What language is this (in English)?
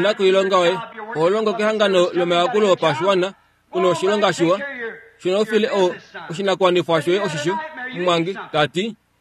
Kuanyama